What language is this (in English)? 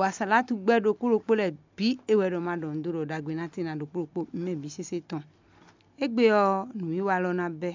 Fon